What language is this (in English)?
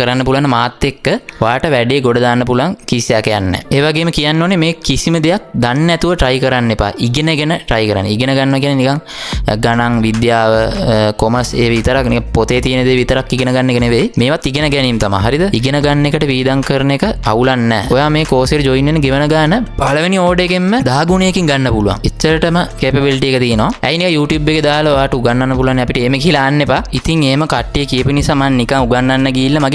Sinhala